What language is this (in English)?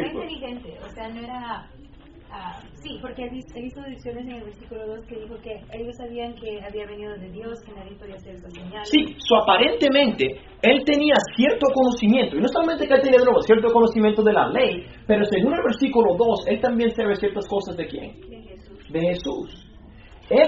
Spanish